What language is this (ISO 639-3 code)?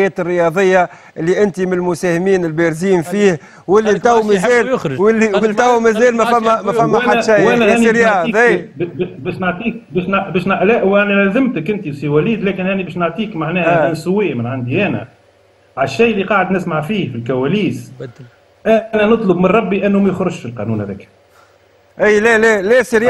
aeb